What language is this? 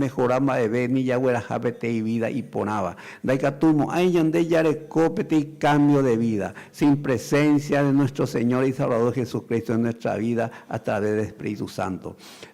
Guarani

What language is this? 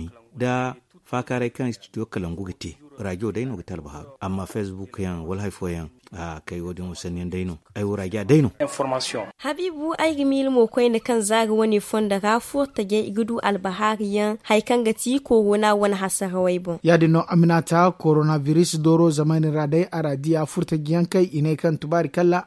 Zarma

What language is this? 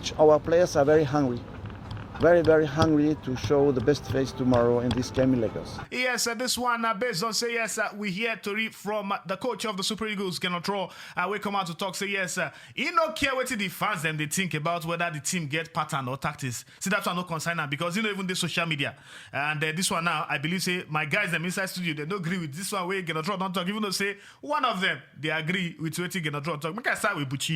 Nigerian Pidgin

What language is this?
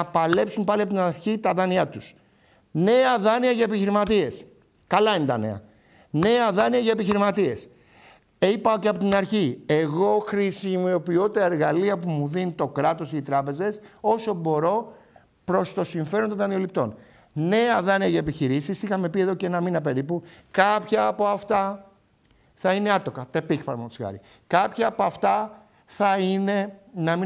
Greek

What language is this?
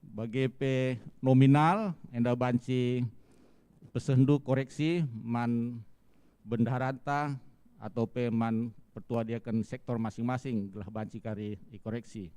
Batak Karo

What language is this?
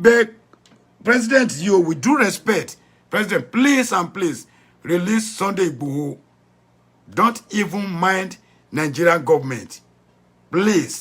Yoruba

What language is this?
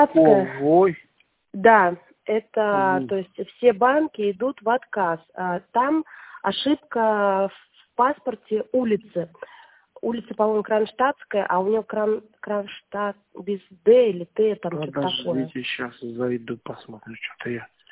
Russian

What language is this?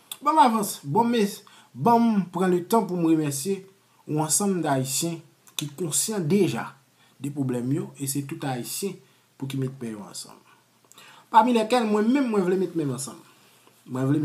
Haitian Creole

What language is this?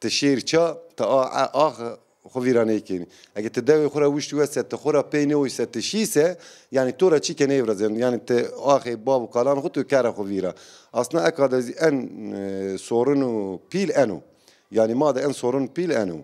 Zaza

